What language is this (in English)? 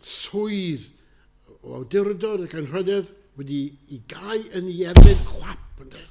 Welsh